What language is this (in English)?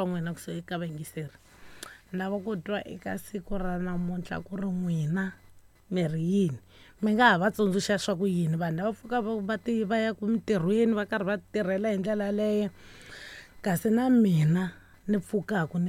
Tsonga